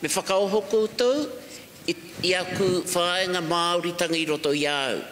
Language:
Māori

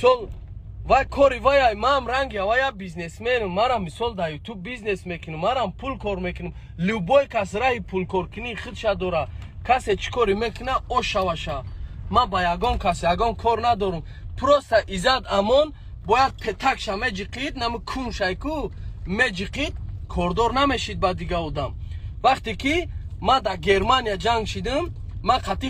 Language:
Tajik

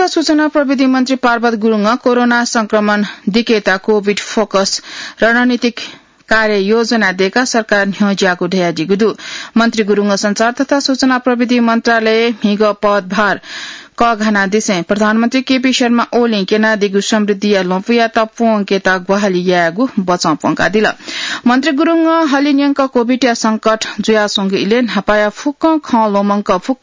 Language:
Newari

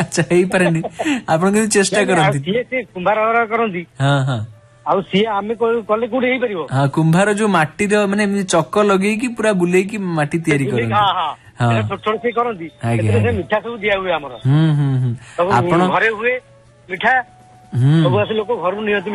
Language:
Odia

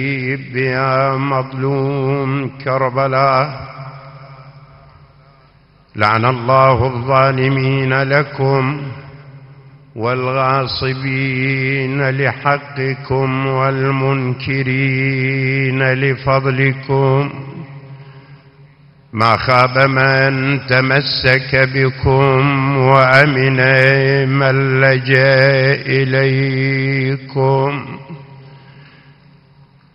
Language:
Arabic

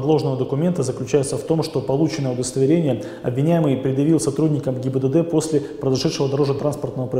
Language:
Russian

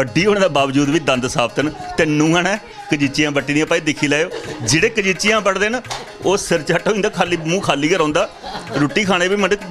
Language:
Dogri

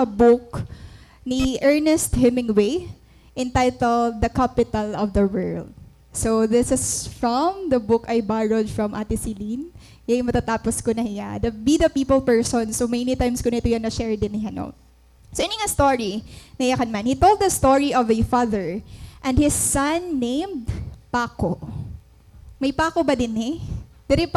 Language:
Waray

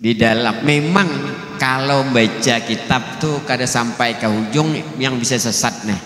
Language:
Banjar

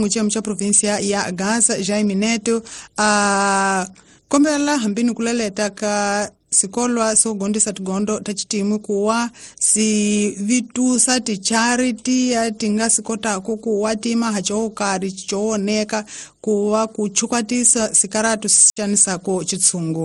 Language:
Tsonga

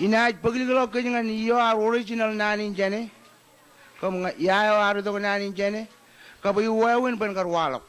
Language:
Marshallese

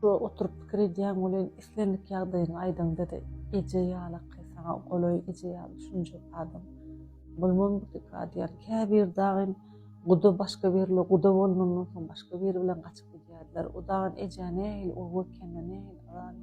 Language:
Turkmen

